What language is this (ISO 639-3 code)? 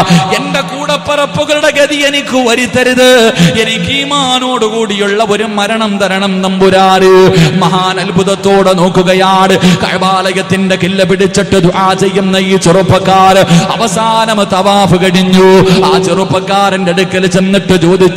mal